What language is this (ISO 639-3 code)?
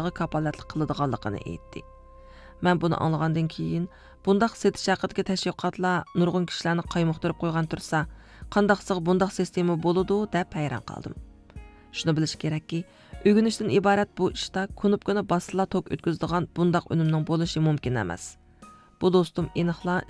uig